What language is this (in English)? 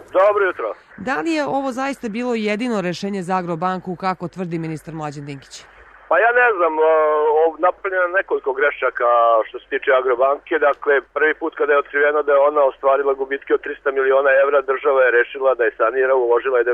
Serbian